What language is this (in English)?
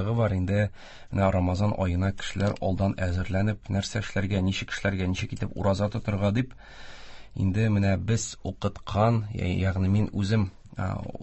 Tatar